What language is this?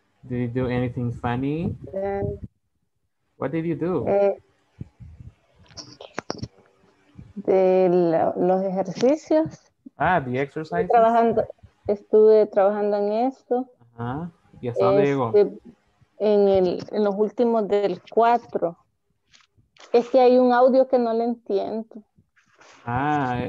Spanish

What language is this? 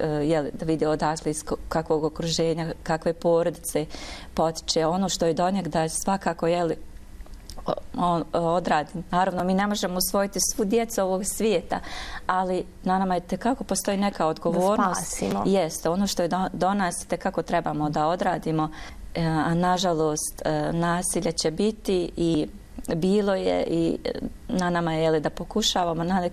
Bosnian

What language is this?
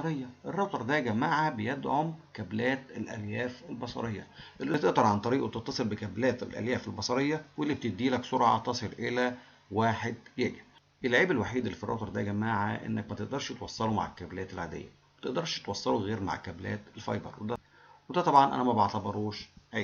Egyptian Arabic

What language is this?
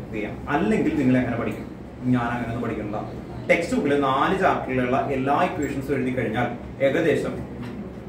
Malayalam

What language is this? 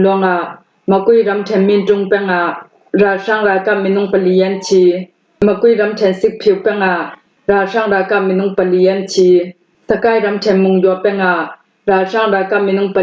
Falam Chin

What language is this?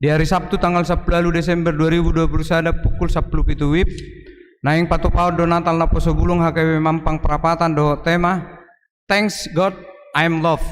Batak Toba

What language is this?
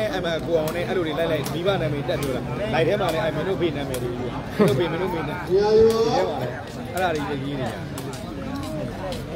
Burmese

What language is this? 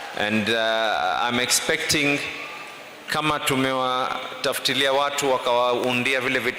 Kamba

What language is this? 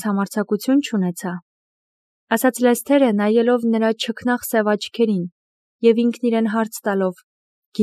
Armenian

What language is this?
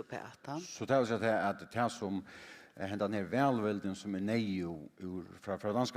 Faroese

